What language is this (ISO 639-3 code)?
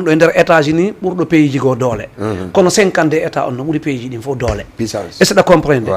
ful